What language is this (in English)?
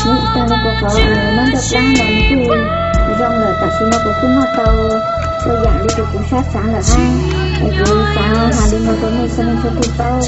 Hmong